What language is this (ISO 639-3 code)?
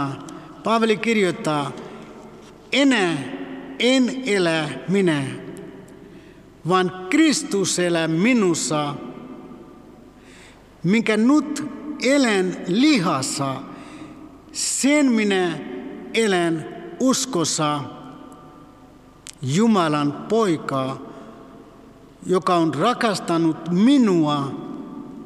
fin